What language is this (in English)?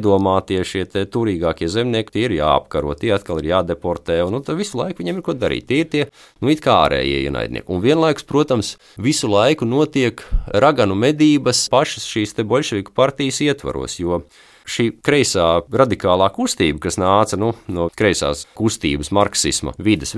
Latvian